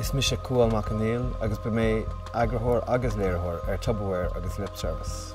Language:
Irish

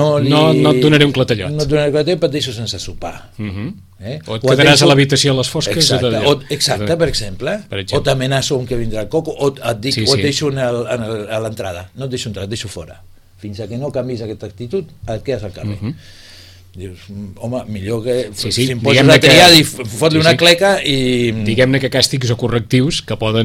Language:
Catalan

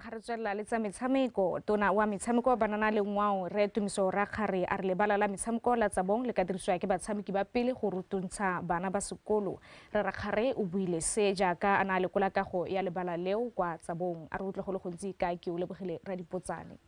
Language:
Tswana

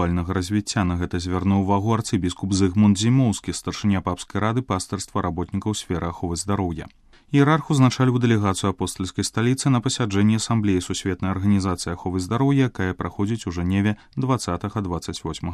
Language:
Belarusian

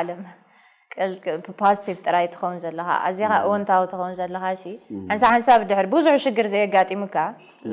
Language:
Tigrinya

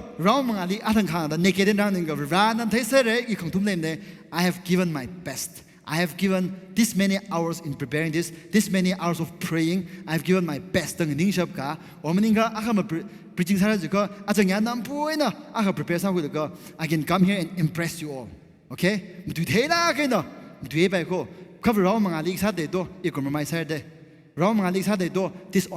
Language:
Tangkhul Naga (India)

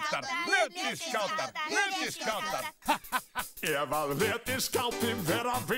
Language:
Icelandic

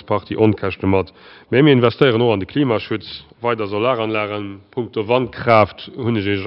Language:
Luxembourgish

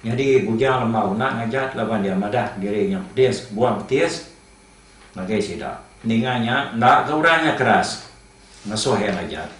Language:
Iban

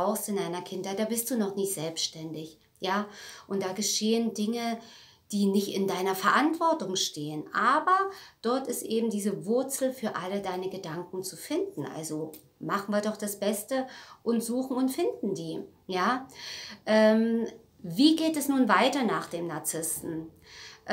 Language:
German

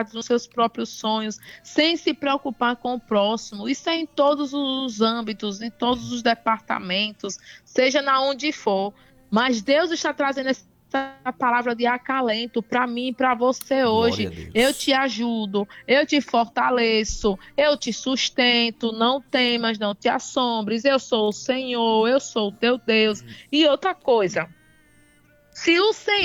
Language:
Portuguese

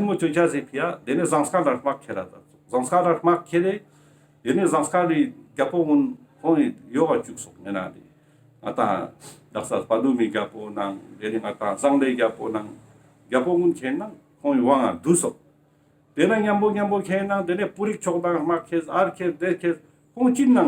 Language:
Ladakhi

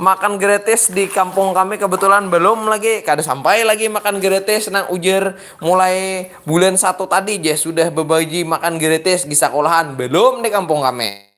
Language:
Banjar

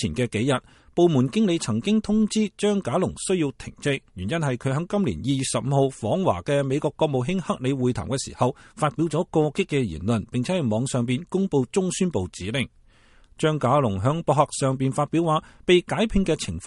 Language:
Cantonese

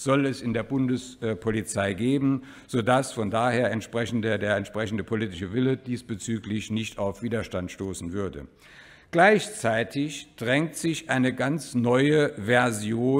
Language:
German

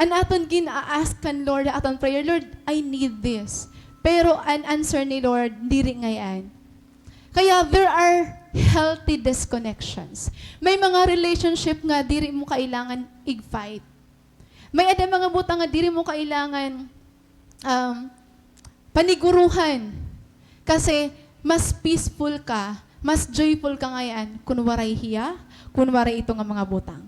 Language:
Waray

